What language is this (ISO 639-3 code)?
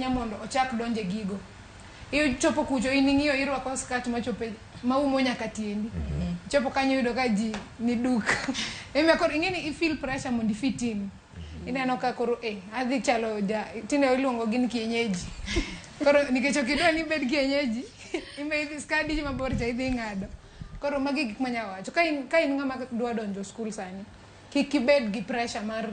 luo